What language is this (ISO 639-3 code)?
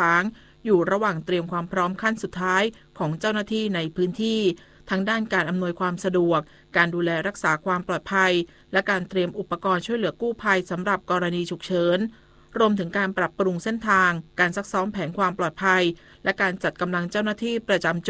tha